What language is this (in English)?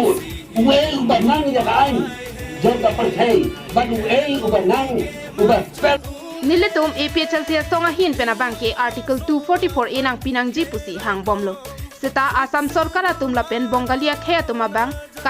Karbi